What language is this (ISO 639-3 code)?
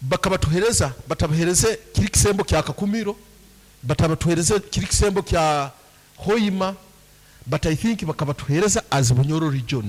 nyo